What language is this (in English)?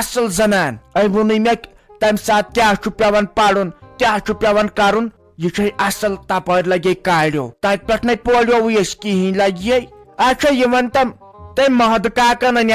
Kashmiri